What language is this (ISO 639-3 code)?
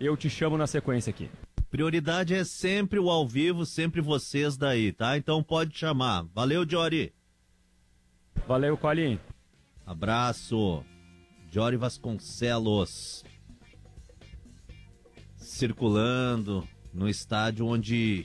por